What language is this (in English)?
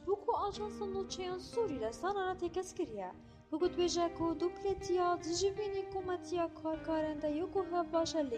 Kurdish